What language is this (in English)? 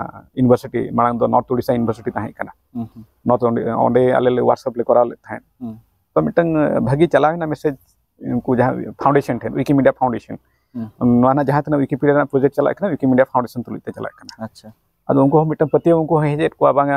Santali